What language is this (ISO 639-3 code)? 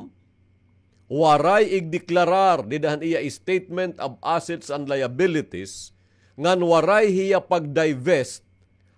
war